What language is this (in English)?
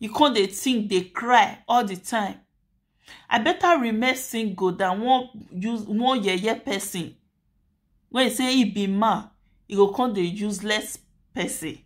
Nigerian Pidgin